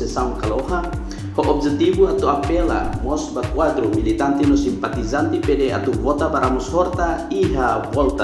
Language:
Tetum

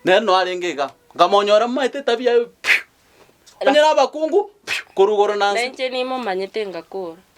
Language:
Gusii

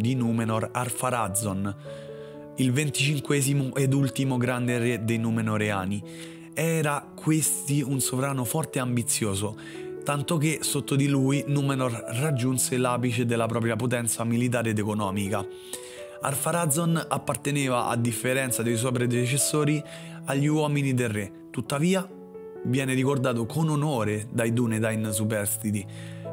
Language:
Italian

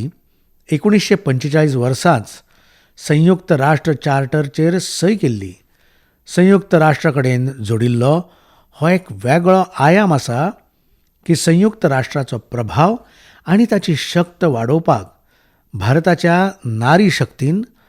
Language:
Konkani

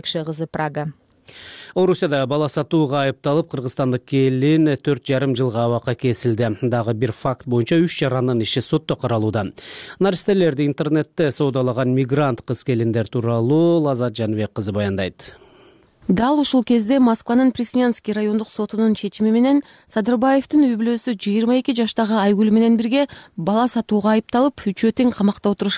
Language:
Kyrgyz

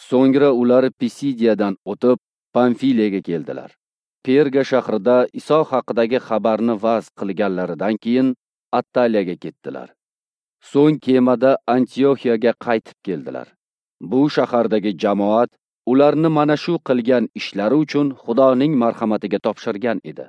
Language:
Uzbek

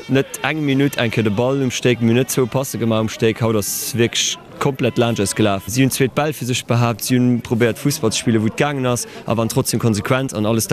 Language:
Luxembourgish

